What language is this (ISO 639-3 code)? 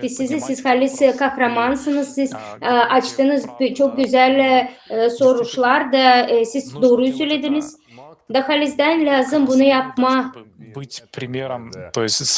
gag